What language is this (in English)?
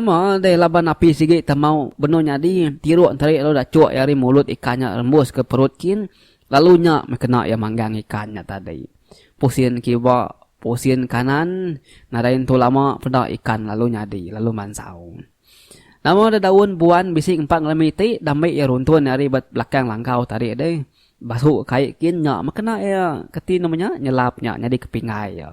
Iban